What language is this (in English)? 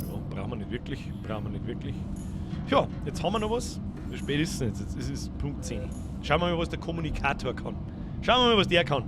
Bavarian